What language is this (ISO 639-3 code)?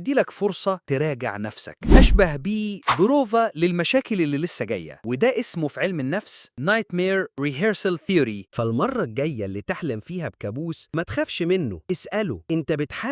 arz